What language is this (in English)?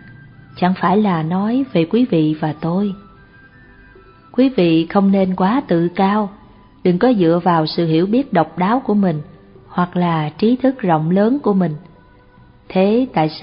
Vietnamese